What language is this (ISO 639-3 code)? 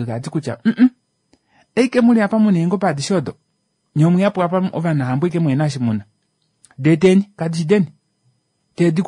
kua